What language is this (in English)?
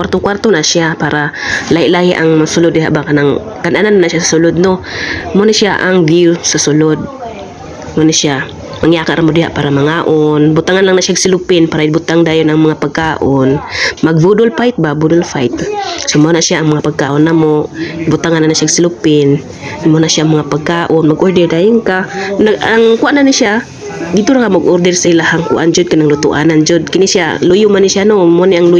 Cebuano